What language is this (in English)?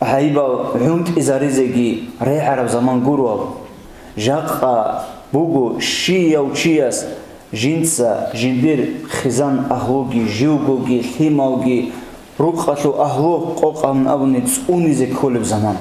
Avaric